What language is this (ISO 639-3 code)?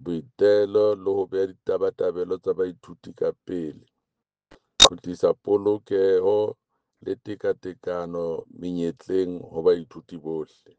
sot